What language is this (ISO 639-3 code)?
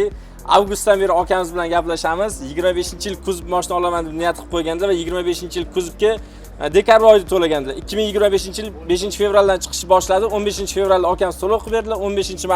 uzb